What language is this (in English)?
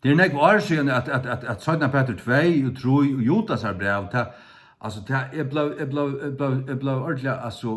Faroese